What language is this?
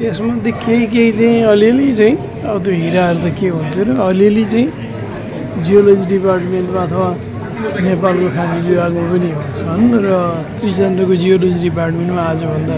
Nepali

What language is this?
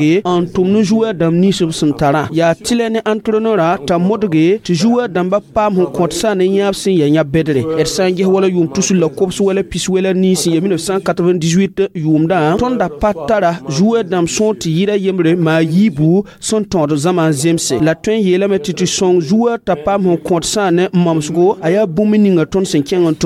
Mossi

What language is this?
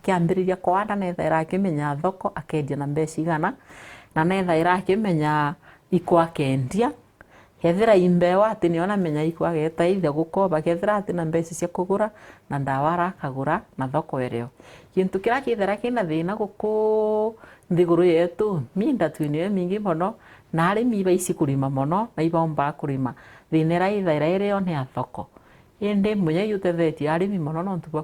Meru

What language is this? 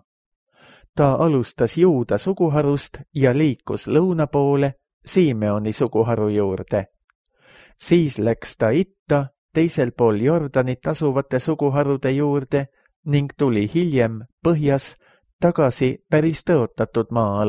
Estonian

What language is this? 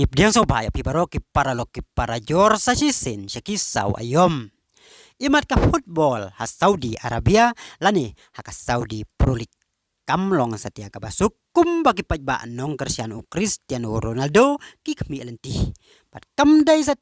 Khasi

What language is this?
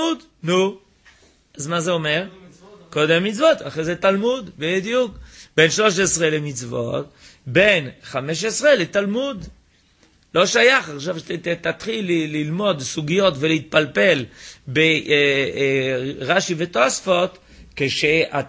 Hebrew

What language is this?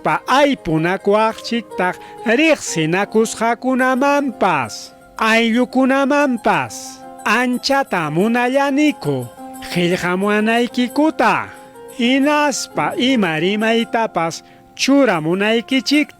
Ayacucho Quechua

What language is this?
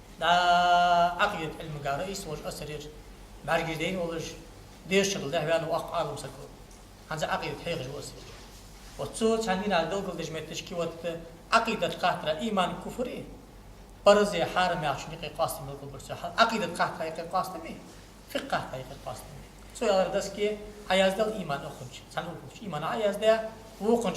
Ingush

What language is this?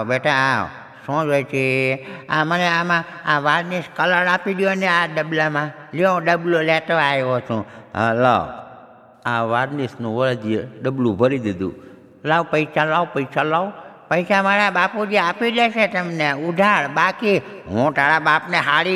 Gujarati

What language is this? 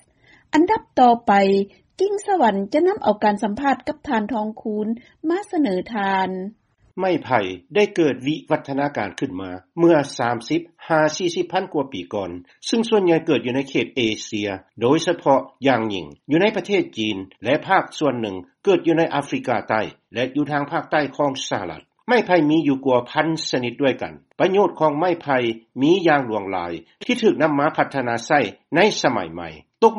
Lao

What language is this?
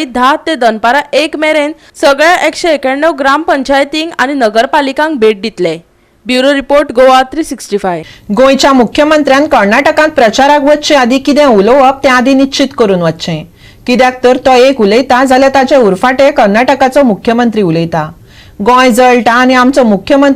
Konkani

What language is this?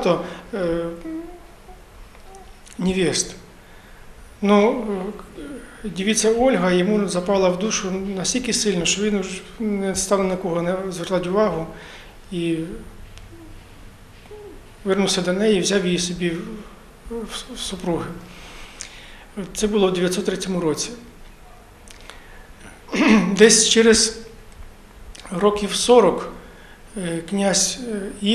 Ukrainian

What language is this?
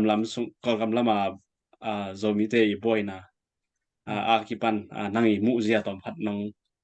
Tedim Chin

